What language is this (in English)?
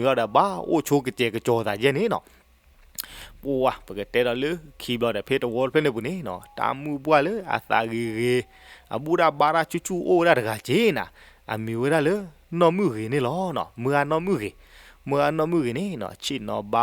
S'gaw Karen